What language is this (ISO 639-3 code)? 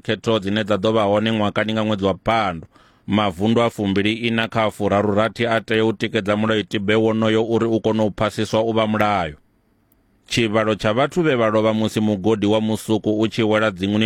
ven